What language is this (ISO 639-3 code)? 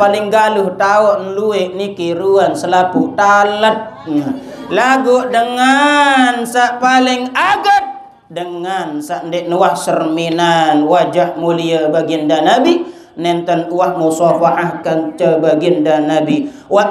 sas